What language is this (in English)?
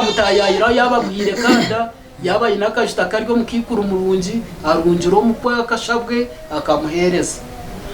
Nyankole